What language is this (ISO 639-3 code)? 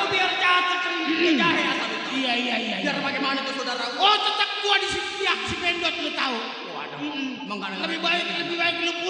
bew